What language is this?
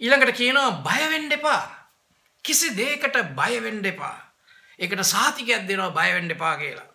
Sinhala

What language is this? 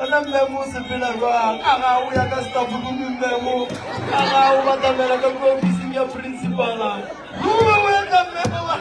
Northern Sotho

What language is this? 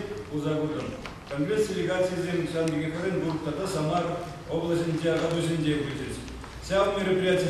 Chuvash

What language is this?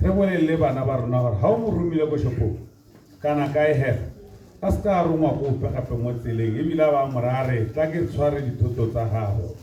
Tswana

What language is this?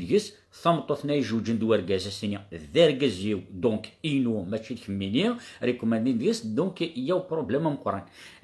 Kabyle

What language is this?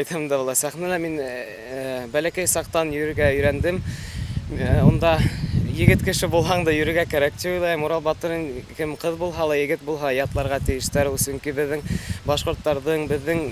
Bashkir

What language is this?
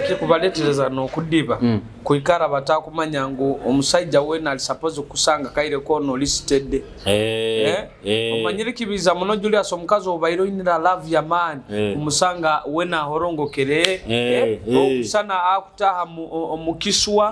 Nyoro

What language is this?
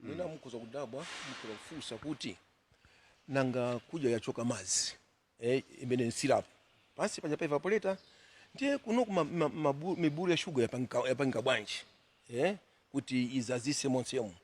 Nyanja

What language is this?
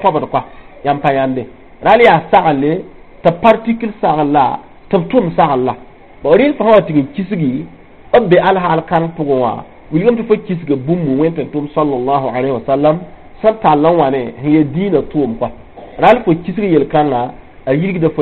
Mossi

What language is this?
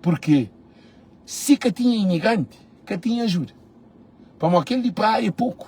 Kabuverdianu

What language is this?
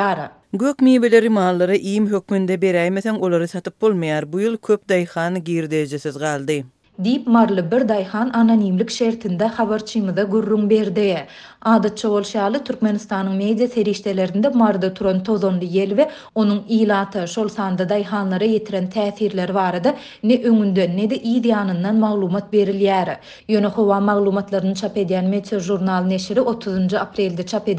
Turkmen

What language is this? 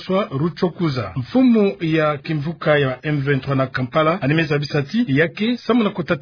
Kituba (Democratic Republic of Congo)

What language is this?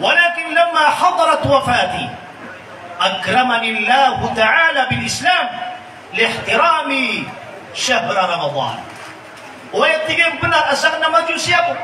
Maranao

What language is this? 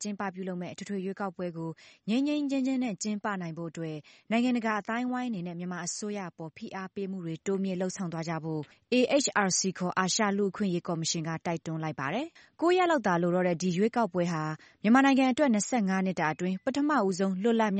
Burmese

